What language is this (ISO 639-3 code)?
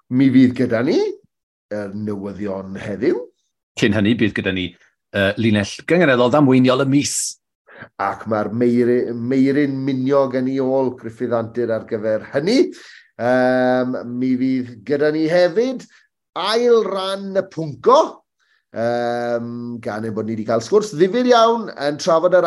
cym